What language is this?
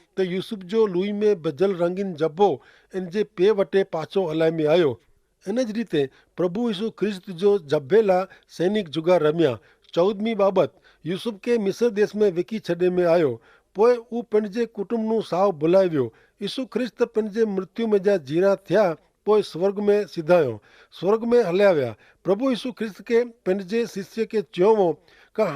Kachhi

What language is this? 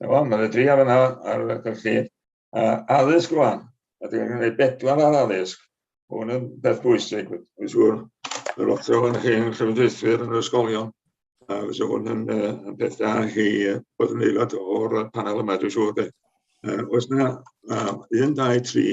Welsh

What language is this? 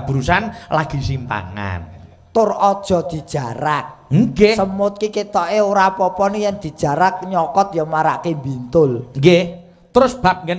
Javanese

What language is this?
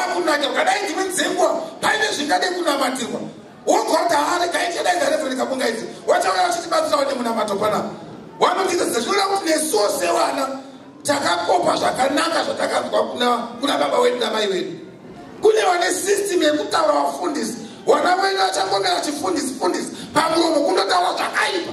Shona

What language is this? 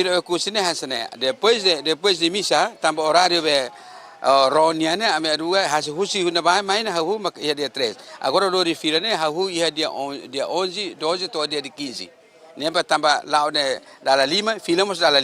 Tetum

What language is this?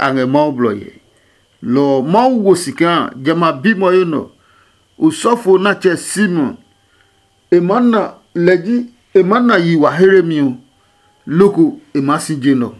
Adangme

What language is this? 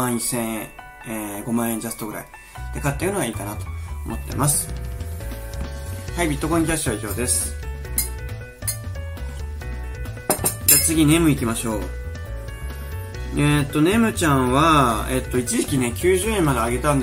Japanese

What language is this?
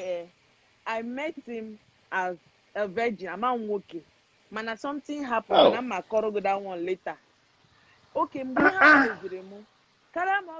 Igbo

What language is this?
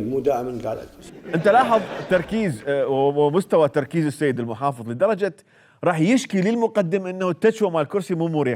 Mesopotamian Arabic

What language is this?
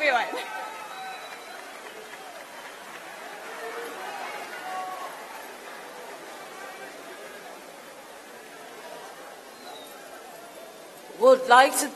English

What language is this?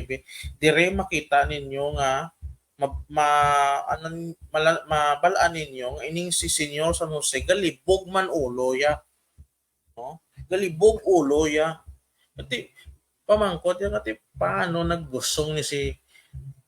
Hiligaynon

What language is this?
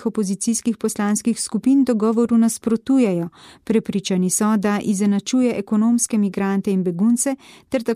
Slovenian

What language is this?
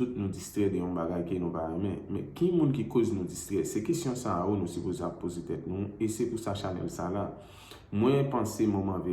Haitian Creole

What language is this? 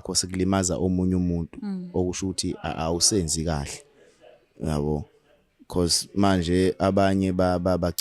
Zulu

